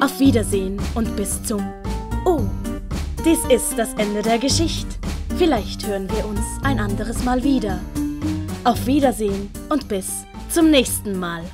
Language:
Swiss German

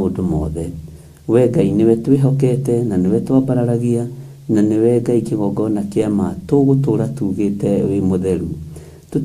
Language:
Kikuyu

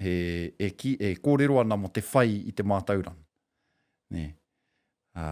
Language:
Māori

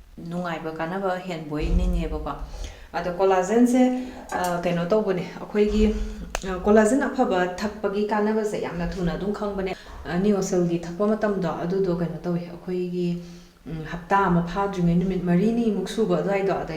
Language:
Manipuri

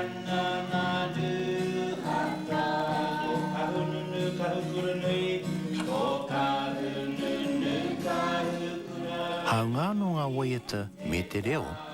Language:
Māori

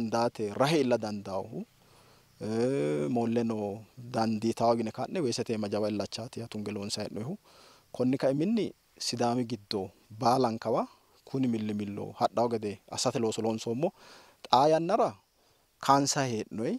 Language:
Sidamo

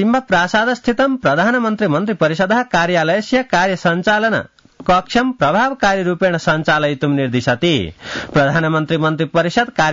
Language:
Sanskrit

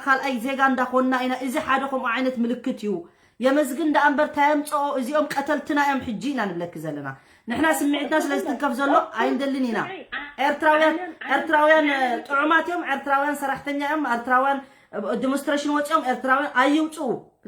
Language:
Tigrinya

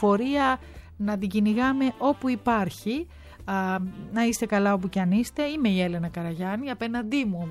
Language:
Greek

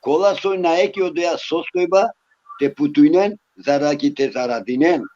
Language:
Balkan Romani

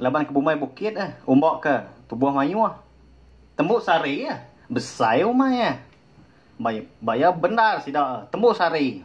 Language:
Iban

